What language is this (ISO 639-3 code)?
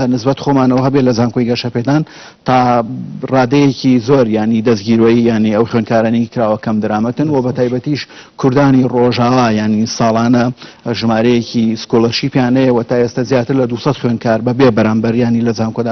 ckb